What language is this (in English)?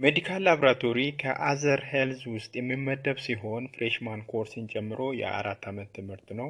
Amharic